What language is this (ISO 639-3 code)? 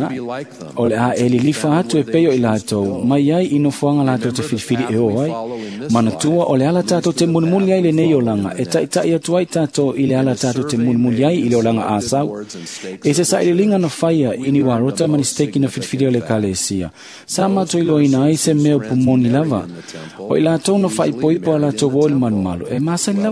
smo